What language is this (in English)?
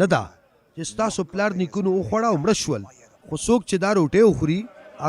Pashto